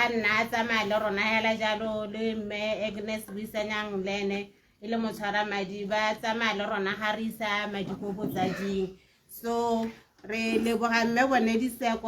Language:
Tswana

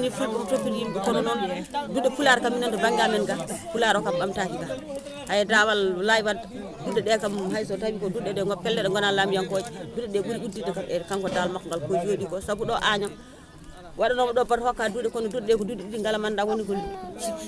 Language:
Fula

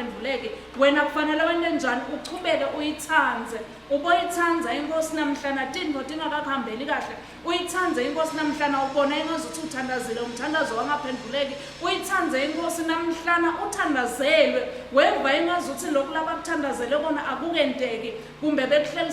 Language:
Swati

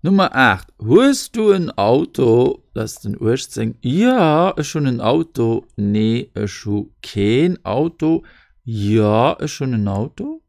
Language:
Luxembourgish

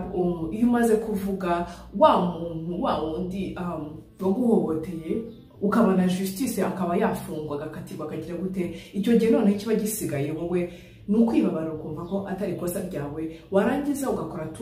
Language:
Kinyarwanda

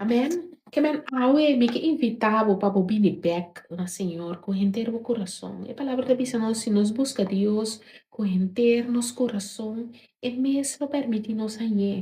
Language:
Papiamento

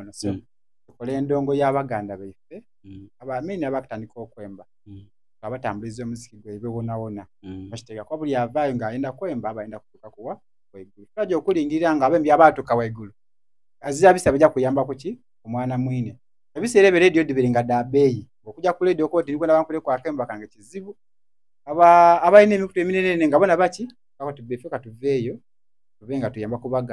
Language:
Soga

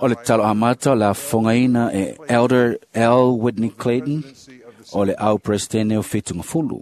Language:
Samoan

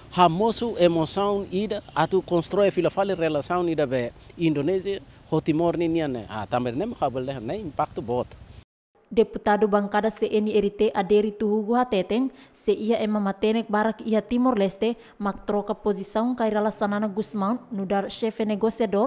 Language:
Tetum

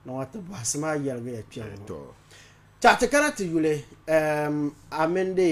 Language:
Dagbani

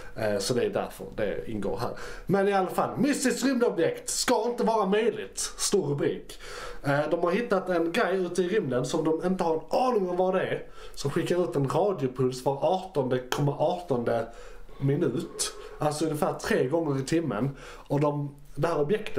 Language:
Swedish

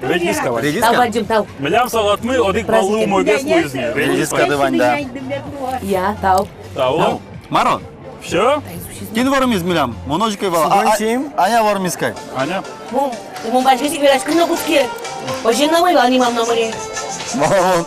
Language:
Udmurt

